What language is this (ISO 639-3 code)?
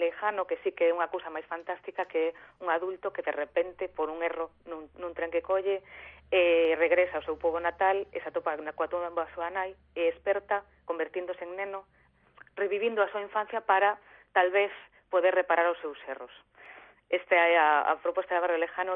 glg